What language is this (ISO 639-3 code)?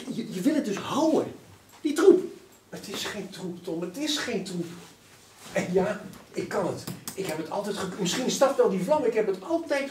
lim